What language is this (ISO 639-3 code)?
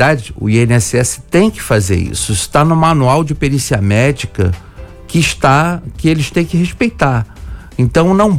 por